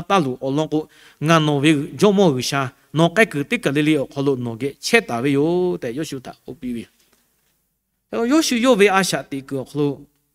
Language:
Lahu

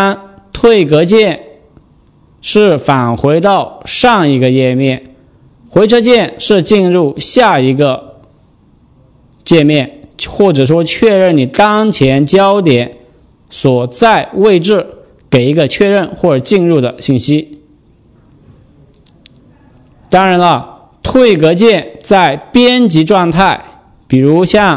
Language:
Chinese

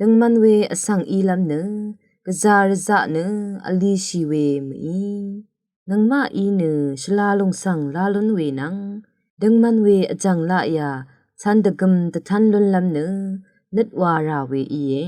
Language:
Rawang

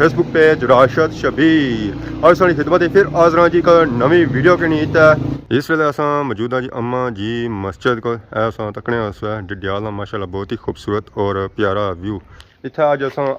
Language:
Pahari-Potwari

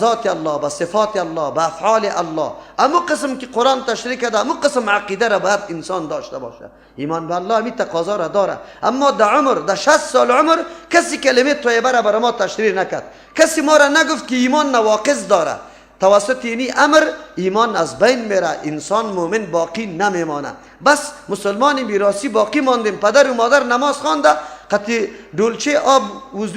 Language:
Persian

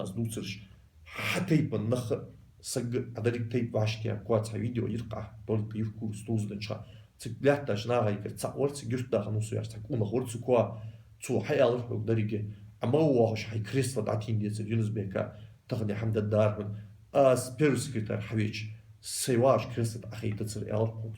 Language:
Ingush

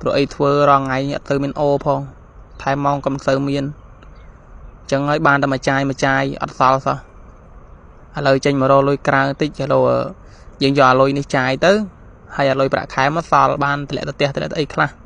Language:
Khmer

